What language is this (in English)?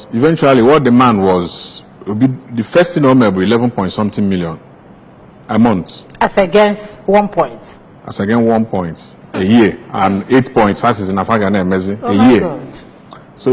Igbo